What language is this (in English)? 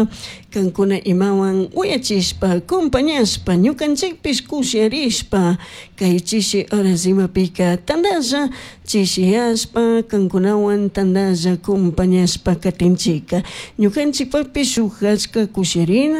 Chimborazo Highland Quichua